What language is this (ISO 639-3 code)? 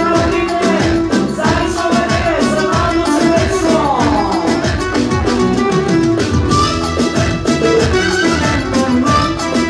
bul